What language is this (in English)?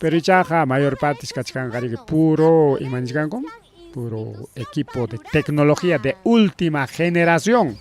Ayacucho Quechua